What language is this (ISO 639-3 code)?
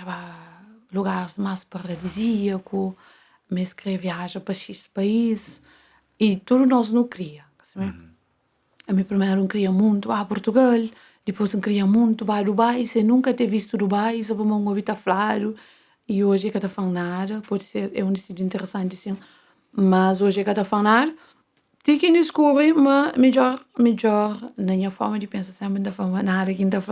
kea